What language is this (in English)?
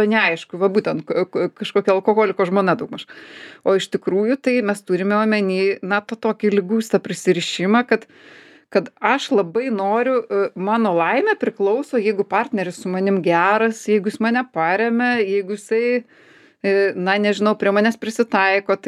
Lithuanian